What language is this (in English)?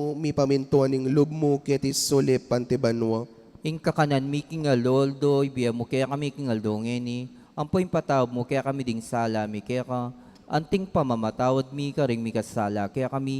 Pampanga